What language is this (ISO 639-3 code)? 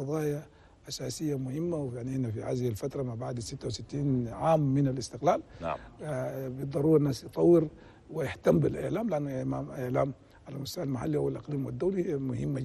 shu